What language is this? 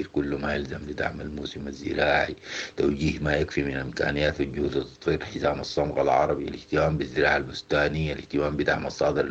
Sudanese Arabic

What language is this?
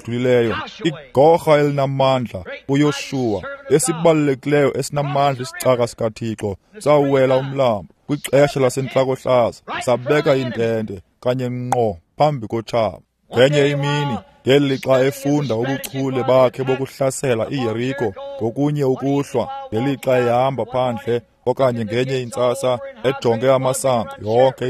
Xhosa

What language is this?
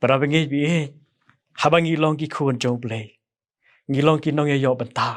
Khasi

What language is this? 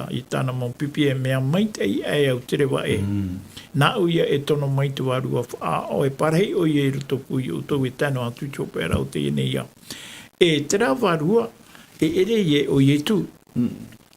Tahitian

